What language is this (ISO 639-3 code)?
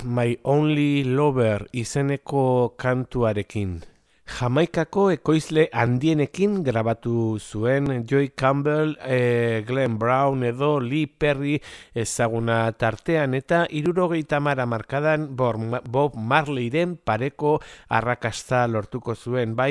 eus